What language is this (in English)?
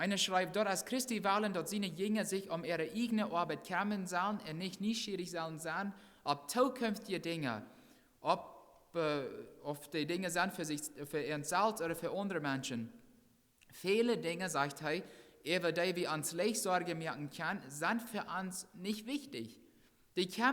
Plautdietsch